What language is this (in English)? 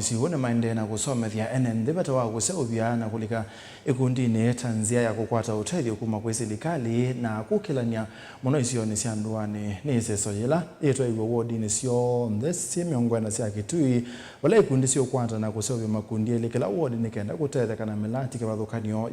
Kamba